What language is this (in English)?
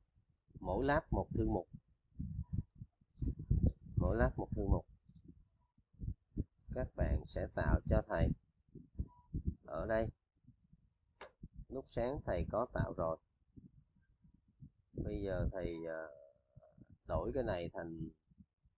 Vietnamese